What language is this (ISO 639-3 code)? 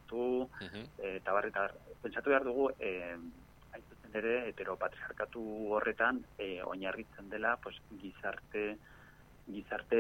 eus